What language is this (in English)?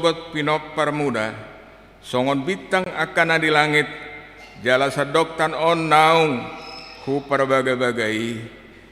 Batak Toba